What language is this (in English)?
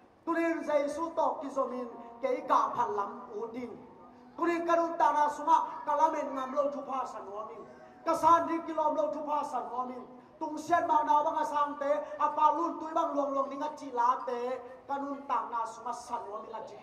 Tedim Chin